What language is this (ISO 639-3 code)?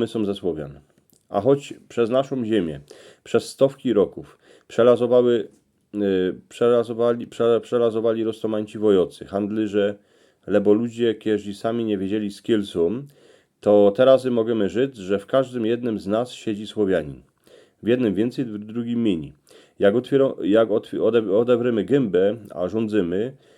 szl